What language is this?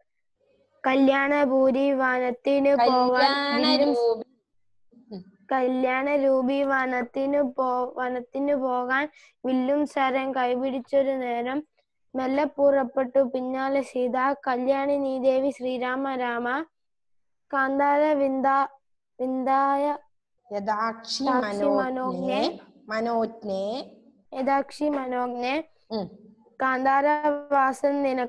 Malayalam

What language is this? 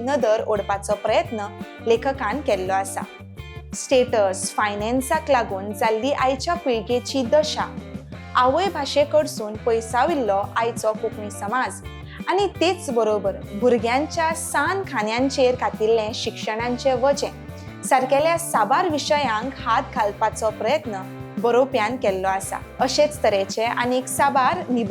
Konkani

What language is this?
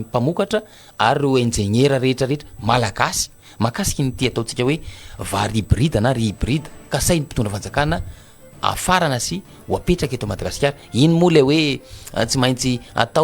Malagasy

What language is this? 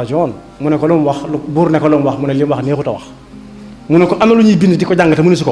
Wolof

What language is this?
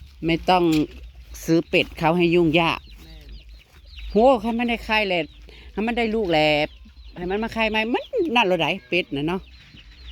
Northeastern Thai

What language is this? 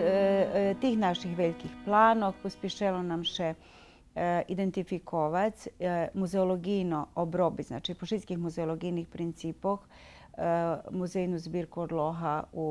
Rusyn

